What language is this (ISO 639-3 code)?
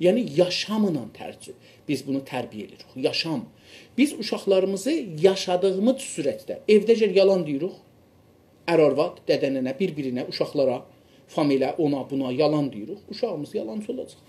azb